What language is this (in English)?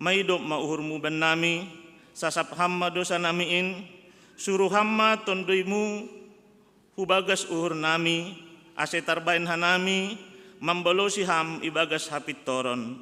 Batak Simalungun